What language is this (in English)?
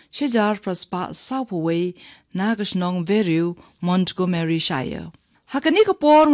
Khasi